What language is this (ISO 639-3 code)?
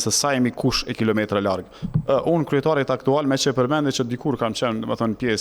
sqi